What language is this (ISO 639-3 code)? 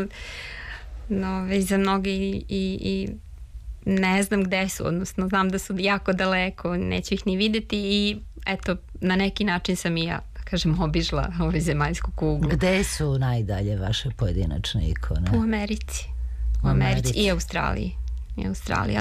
srp